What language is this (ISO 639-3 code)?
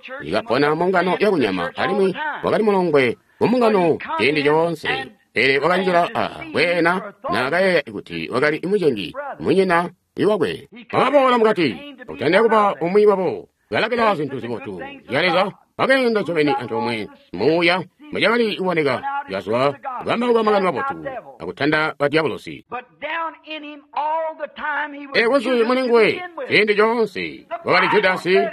toi